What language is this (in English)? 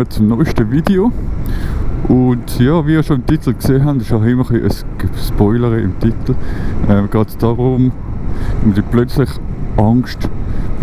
Swiss German